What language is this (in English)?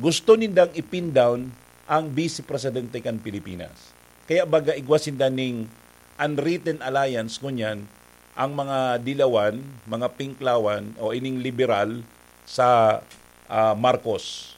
Bikol